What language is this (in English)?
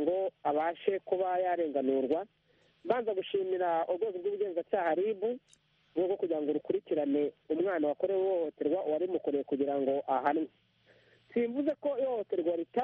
Kinyarwanda